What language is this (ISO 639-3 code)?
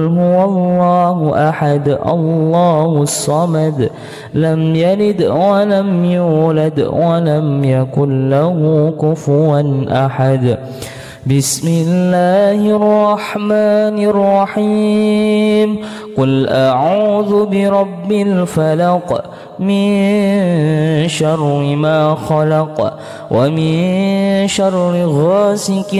ara